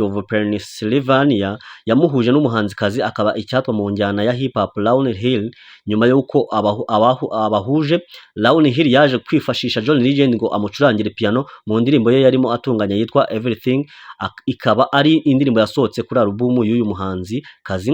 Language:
Kinyarwanda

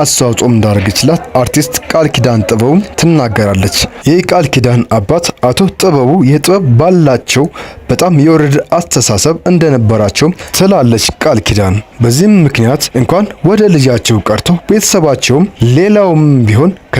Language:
Amharic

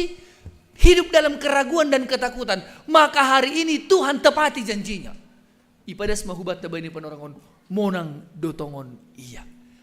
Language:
Batak Simalungun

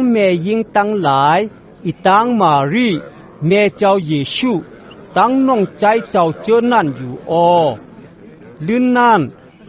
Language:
Shan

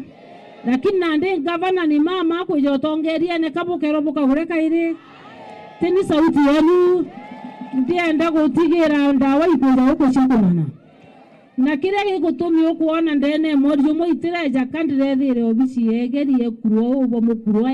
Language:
Meru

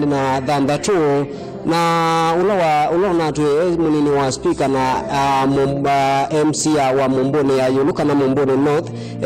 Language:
Kamba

